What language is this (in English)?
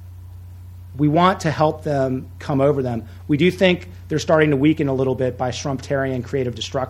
English